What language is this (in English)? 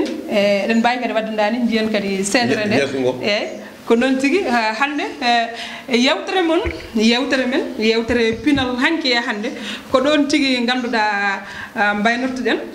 Fula